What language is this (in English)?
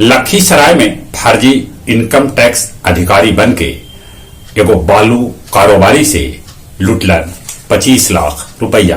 Magahi